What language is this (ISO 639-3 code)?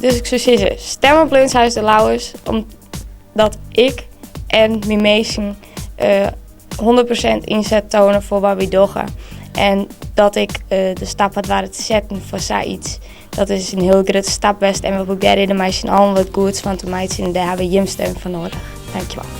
fry